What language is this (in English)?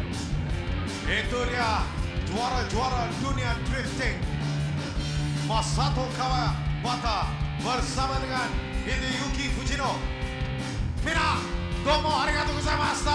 Malay